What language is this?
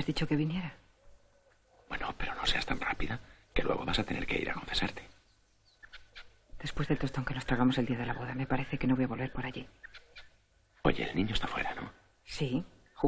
Spanish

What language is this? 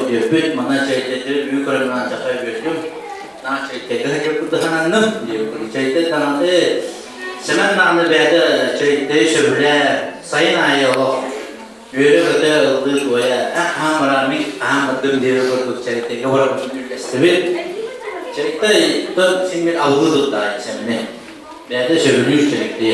Yakut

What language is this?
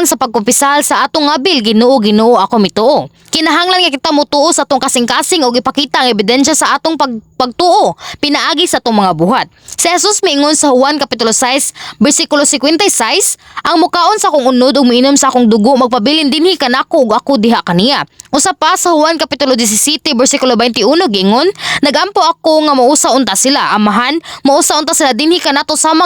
Cebuano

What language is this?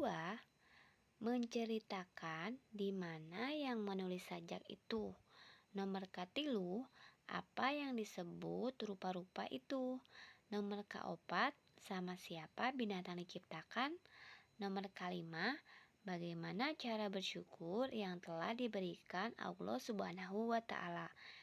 Sundanese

